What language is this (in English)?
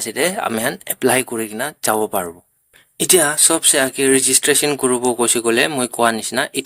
Naga Pidgin